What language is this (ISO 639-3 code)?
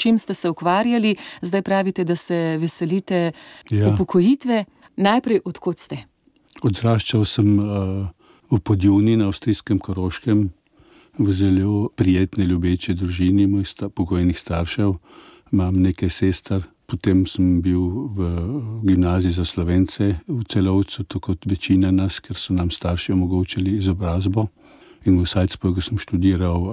slv